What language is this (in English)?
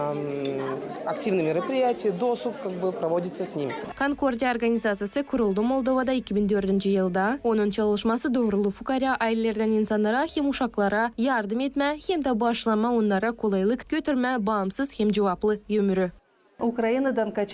Gagauz